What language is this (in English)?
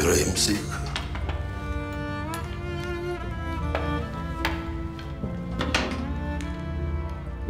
Turkish